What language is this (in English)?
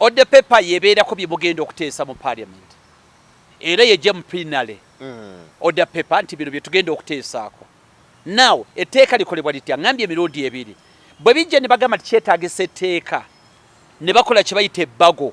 Ganda